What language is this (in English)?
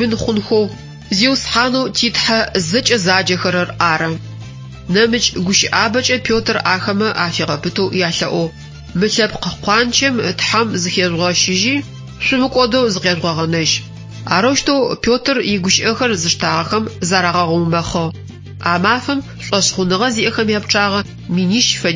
Adyghe